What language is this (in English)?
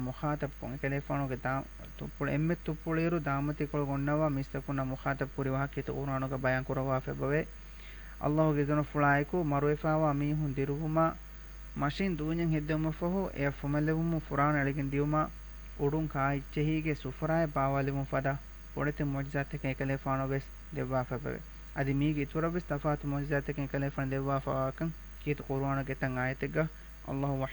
Divehi